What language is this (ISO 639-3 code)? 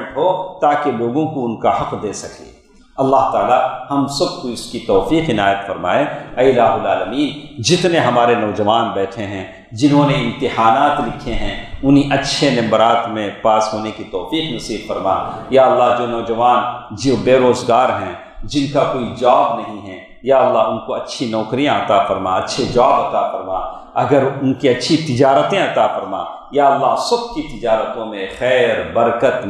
urd